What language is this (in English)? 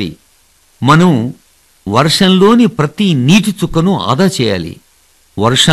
Telugu